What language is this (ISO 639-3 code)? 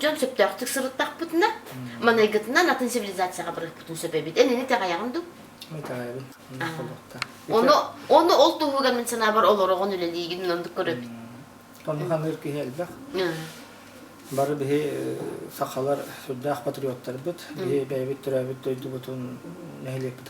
sah